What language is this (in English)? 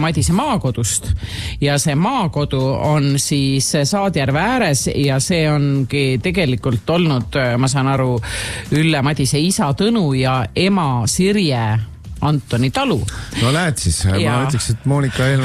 Estonian